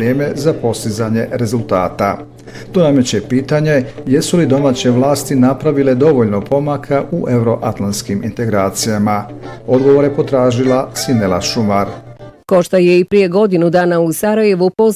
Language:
Bosnian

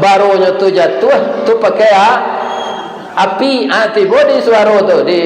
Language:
Minangkabau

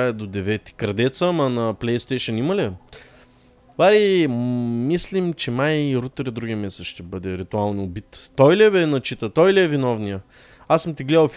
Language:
Bulgarian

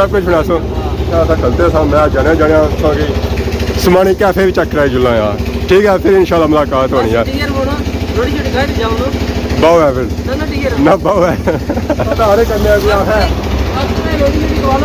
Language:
Pahari-Potwari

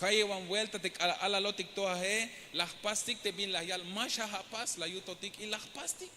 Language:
Tzeltal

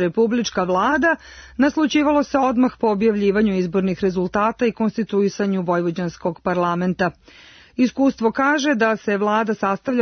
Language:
Serbian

